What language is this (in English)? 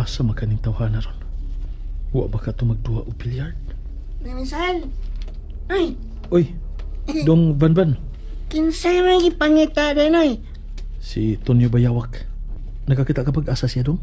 Cebuano